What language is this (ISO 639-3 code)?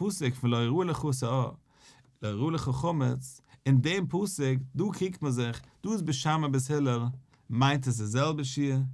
yid